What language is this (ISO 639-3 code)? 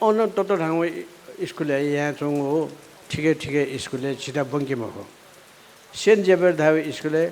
new